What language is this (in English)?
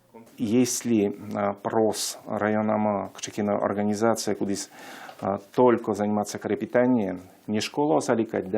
Udmurt